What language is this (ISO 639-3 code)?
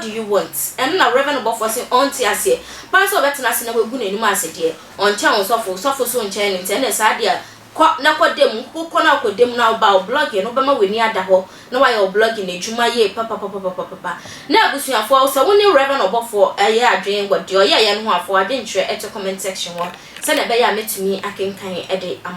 aka